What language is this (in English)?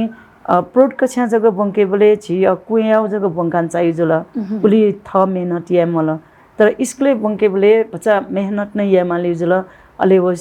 Newari